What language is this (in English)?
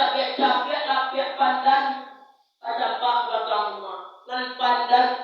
Minangkabau